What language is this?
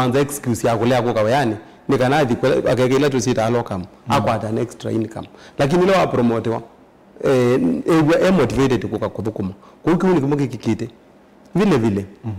Kamba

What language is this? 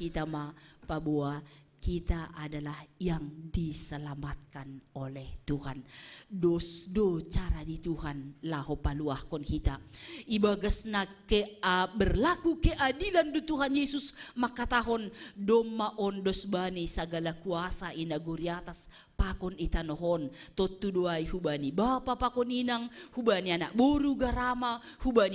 Batak Simalungun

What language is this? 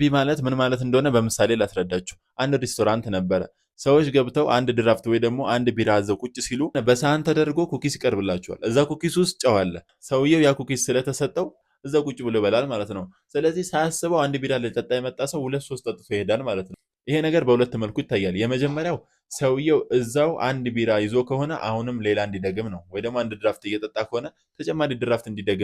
Amharic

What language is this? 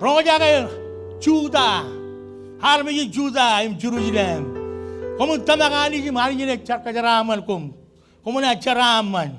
Marshallese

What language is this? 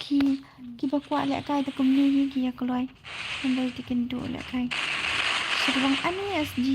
Khasi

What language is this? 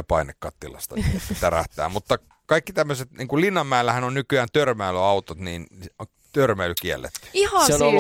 Finnish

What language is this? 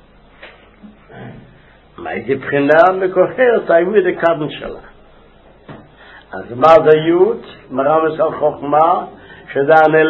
Hebrew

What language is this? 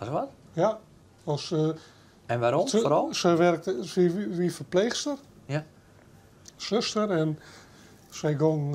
Western Frisian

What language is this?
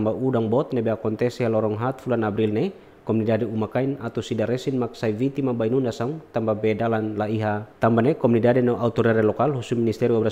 Tetum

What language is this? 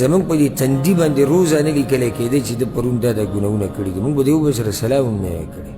Pashto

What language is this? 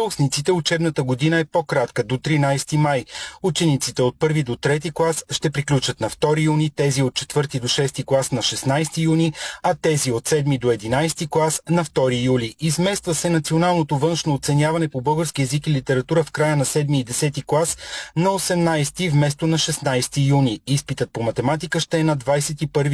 Bulgarian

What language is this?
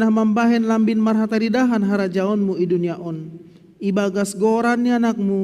Batak Simalungun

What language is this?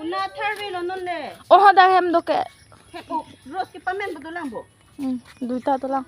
Karbi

